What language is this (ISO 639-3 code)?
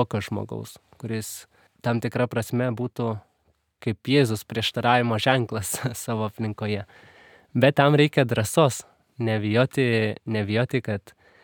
lit